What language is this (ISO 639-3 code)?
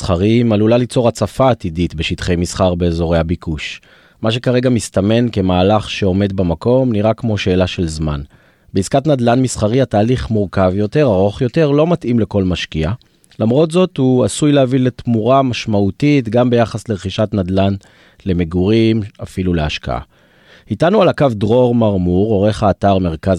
heb